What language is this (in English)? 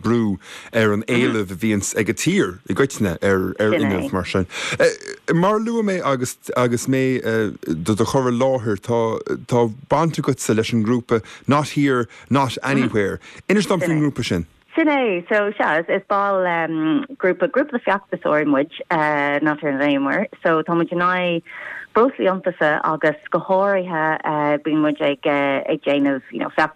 Irish